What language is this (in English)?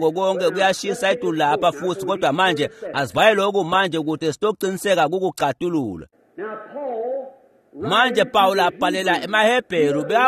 Swati